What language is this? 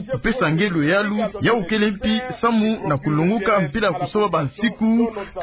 Kituba (Democratic Republic of Congo)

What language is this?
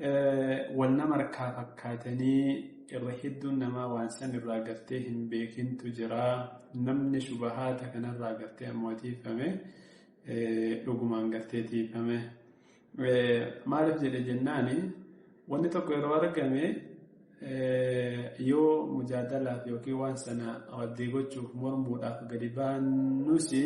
Oromo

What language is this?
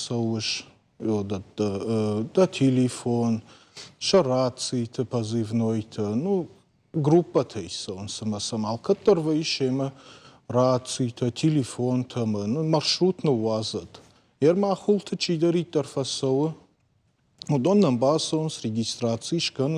Ossetic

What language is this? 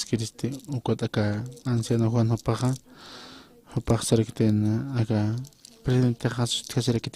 Aymara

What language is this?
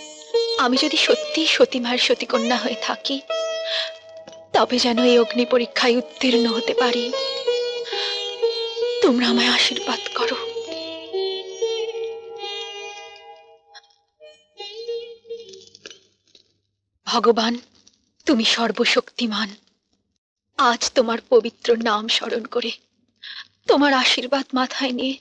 Bangla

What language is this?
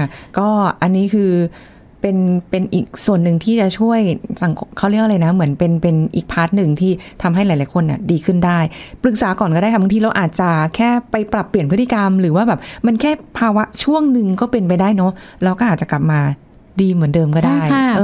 Thai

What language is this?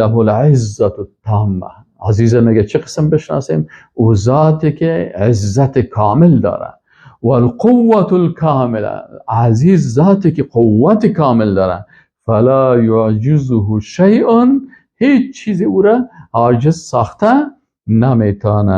Persian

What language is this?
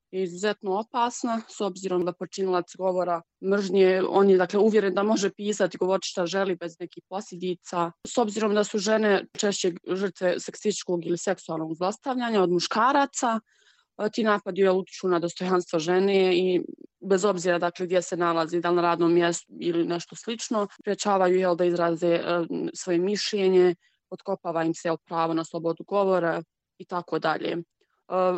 Bosnian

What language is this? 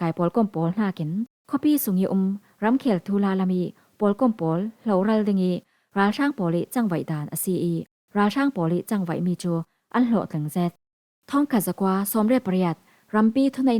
Falam Chin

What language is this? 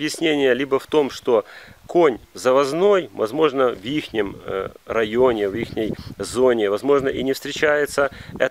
Russian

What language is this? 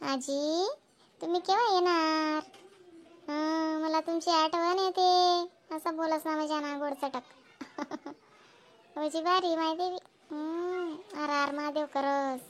Khandesi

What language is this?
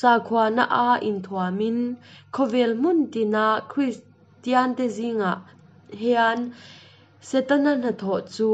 Hakha Chin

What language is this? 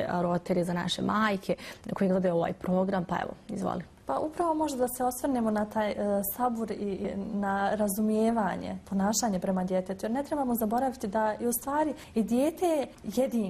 Bosnian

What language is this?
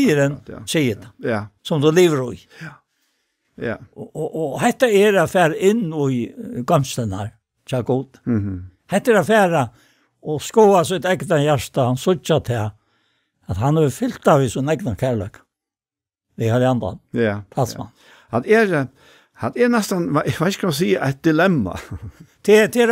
Faroese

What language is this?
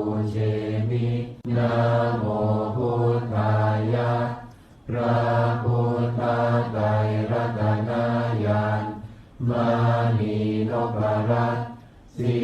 Pali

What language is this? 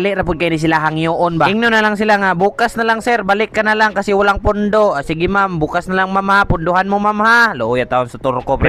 Cebuano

